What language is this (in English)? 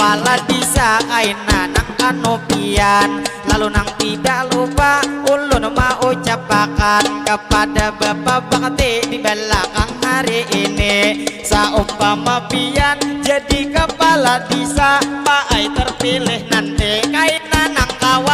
Banjar